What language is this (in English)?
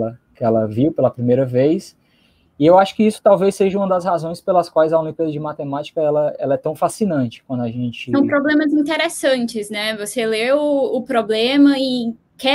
Portuguese